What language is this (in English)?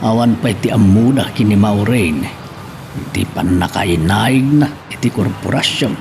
Iloko